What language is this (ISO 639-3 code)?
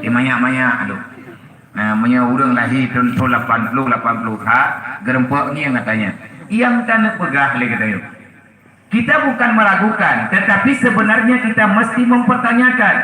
ace